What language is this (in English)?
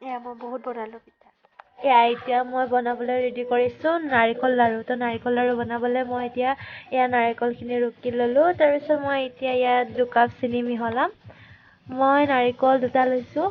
Assamese